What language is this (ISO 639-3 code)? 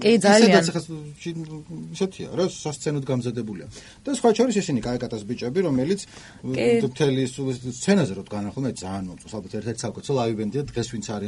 kat